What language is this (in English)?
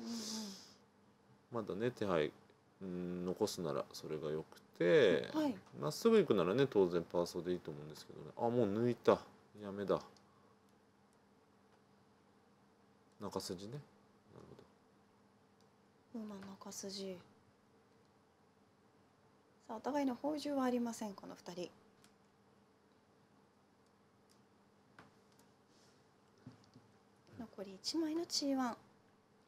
Japanese